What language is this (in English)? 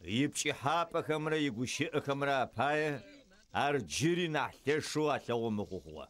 Adyghe